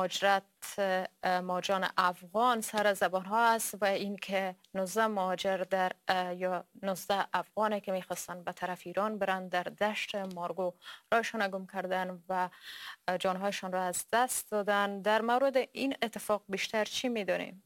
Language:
Persian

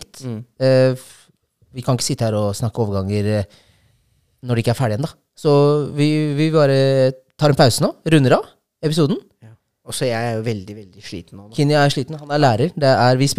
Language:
Norwegian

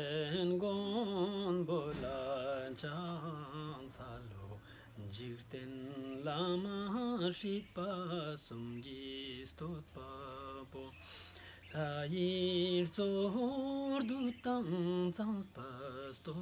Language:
Ladakhi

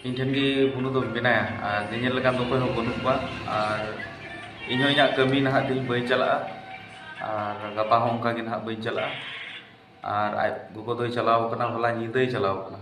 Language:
Santali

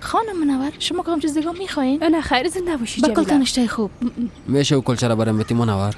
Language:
Persian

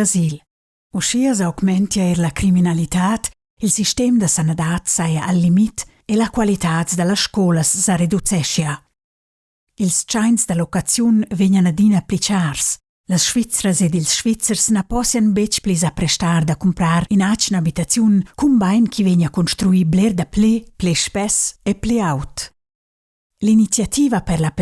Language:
Romansh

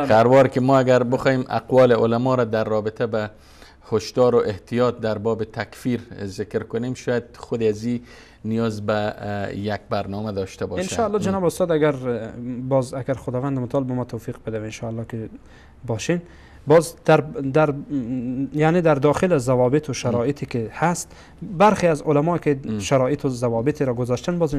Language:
Persian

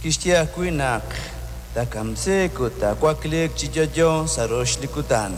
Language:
Kekchí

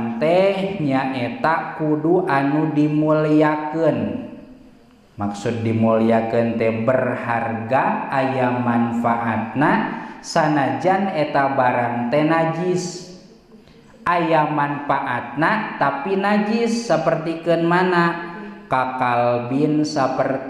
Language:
Sundanese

